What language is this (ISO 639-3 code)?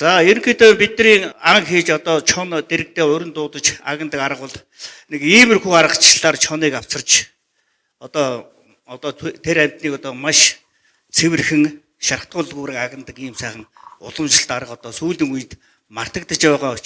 mon